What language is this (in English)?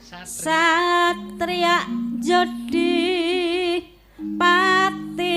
Javanese